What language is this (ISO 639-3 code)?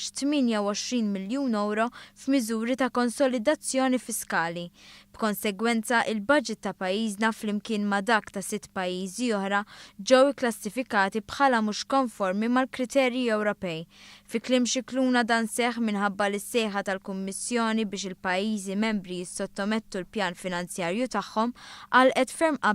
mlt